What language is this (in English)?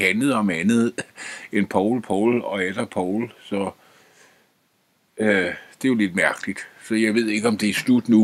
Danish